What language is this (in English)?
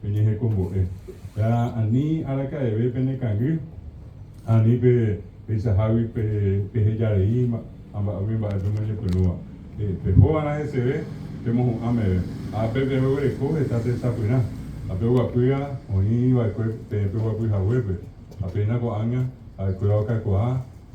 Guarani